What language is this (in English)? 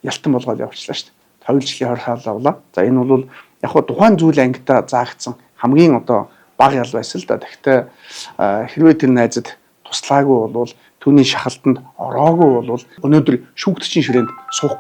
Mongolian